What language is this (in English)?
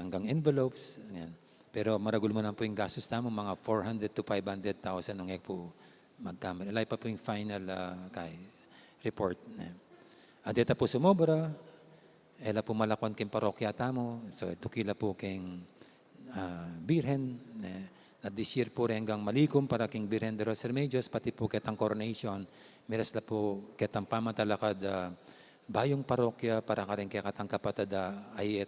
Pampanga